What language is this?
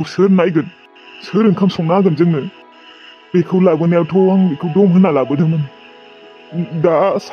Bodo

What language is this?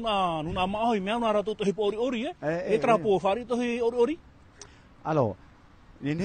Tahitian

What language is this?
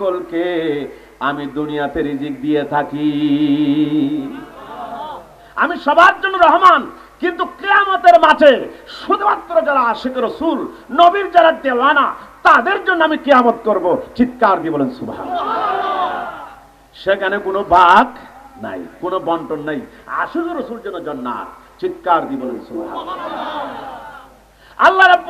Bangla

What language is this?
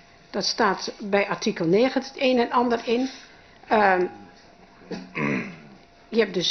Dutch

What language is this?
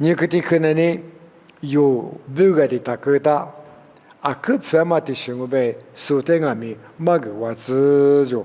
Lisu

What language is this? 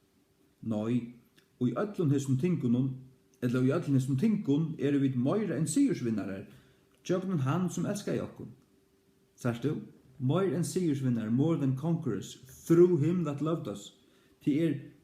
Faroese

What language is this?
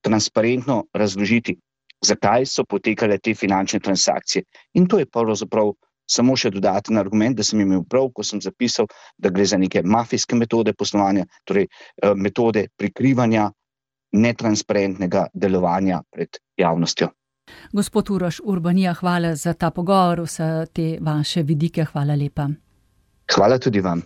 Slovenian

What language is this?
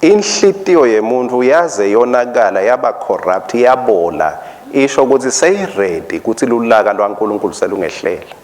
Swati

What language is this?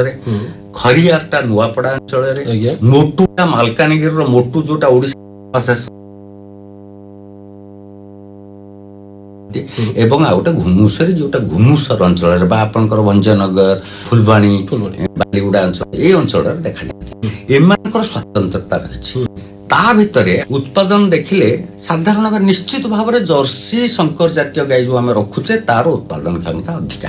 Odia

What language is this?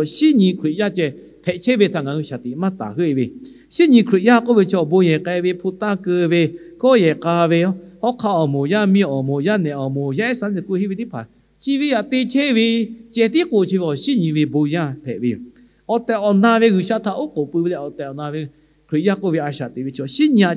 Lahu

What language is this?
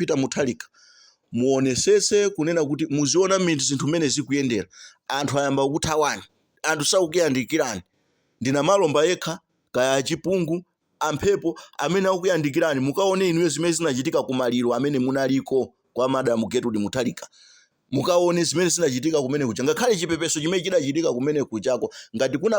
Nyanja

